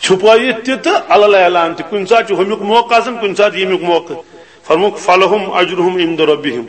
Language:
Kashmiri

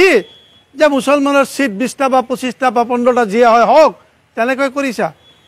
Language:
Assamese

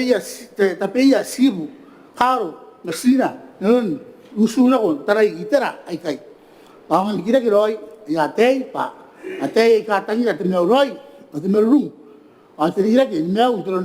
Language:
Gilbertese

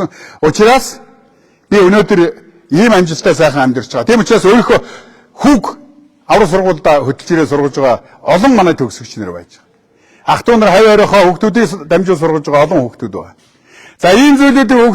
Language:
Mongolian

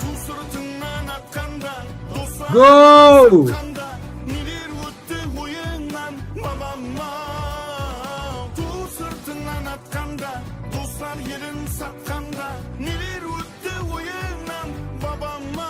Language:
Kara-Kalpak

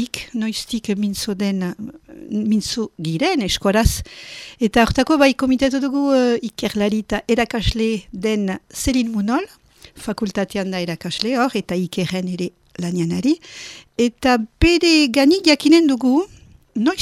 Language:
Basque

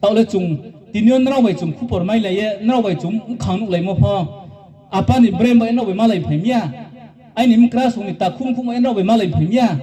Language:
Riang (India)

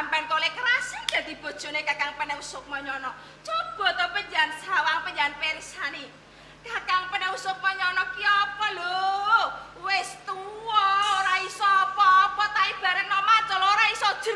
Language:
Javanese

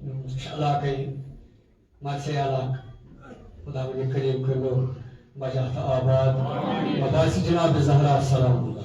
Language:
Kashmiri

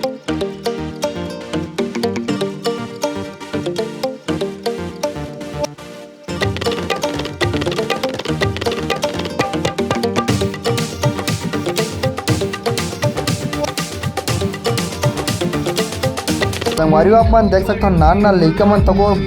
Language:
Chhattisgarhi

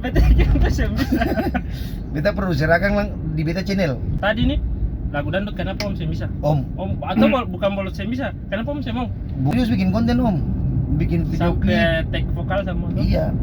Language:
Ambonese Malay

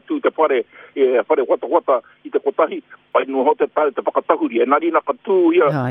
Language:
Māori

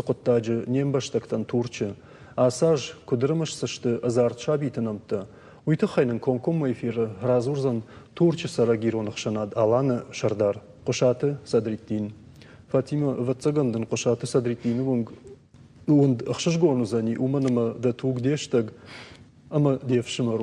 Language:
Ossetic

